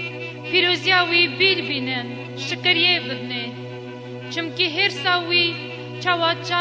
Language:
Kurdish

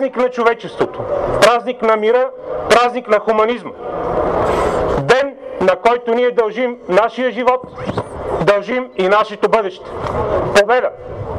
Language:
Bulgarian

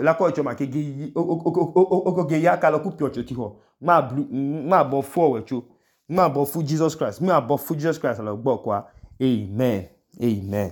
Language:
Idoma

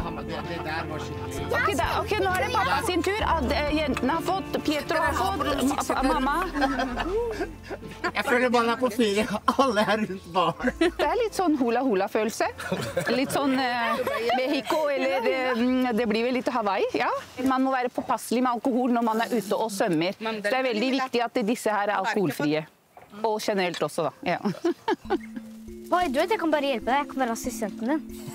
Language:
Norwegian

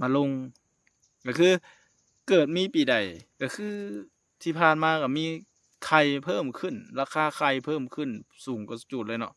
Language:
Lao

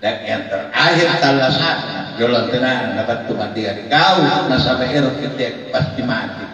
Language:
Makasar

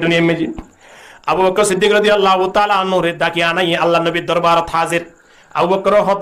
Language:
Rohingya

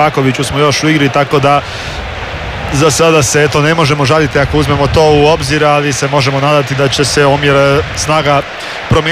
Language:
Croatian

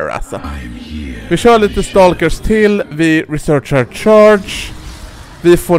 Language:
Swedish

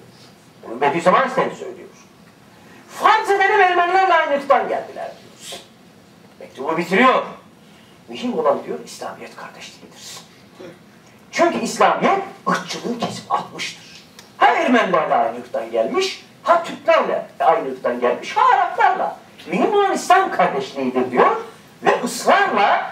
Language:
Turkish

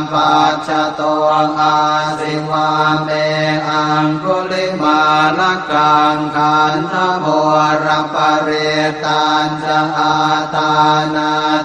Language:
Pali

